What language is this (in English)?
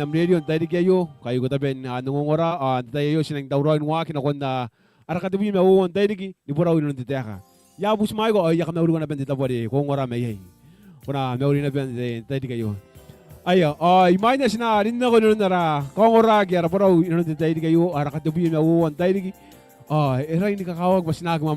Gilbertese